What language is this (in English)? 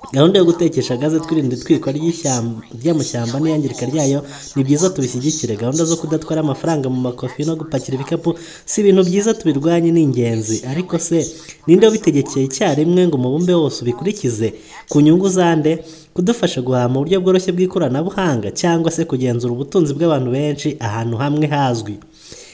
Kinyarwanda